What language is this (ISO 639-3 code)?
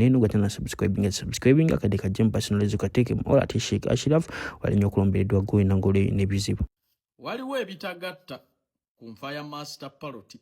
lug